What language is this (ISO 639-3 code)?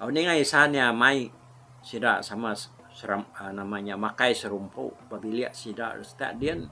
iba